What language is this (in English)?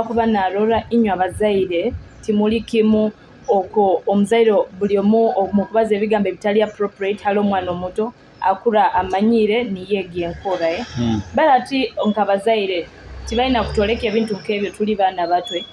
Nyoro